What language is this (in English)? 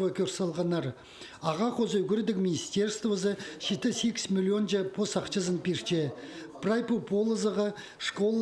Khakas